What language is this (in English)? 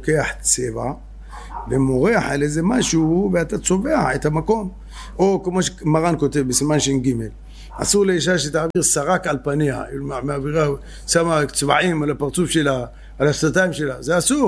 Hebrew